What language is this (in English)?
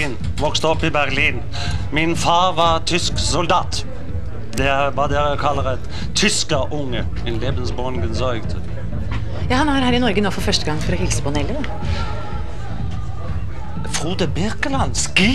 Norwegian